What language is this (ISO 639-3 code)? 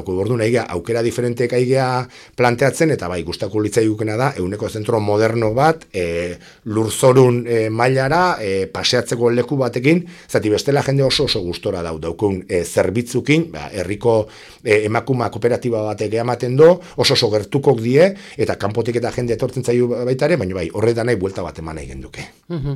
eus